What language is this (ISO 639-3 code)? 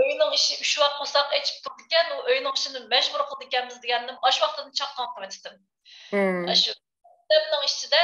uig